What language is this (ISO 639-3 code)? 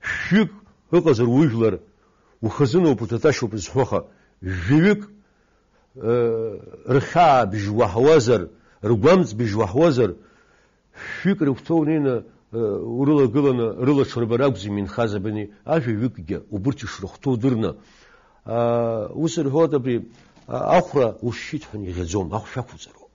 abk